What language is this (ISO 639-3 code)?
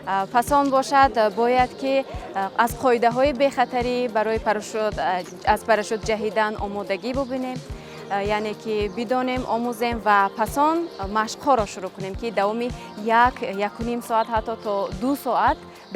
tgk